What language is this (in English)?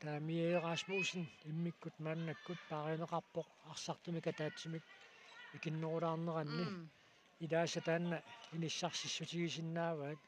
Kalaallisut